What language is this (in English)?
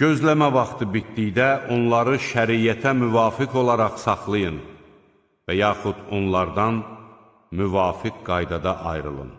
Azerbaijani